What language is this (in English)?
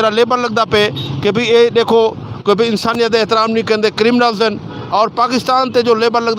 Saraiki